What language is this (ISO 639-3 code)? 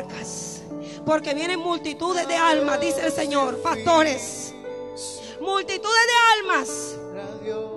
spa